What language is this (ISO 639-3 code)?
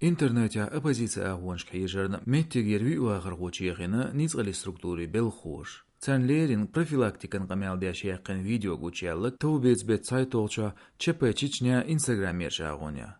che